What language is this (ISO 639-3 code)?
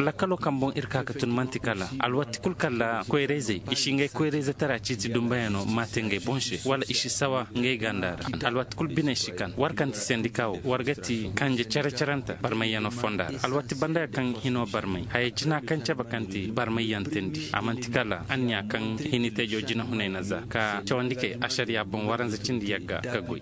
ses